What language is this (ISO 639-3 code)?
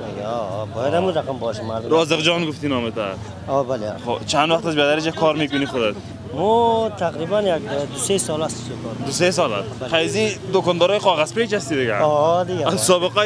fas